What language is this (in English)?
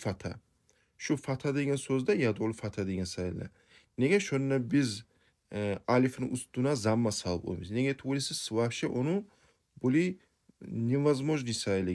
Kumyk